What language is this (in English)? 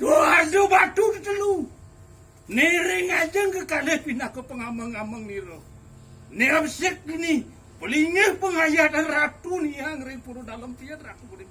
Balinese